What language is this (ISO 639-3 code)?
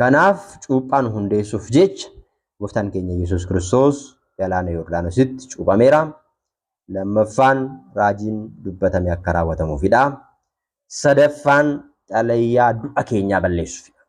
orm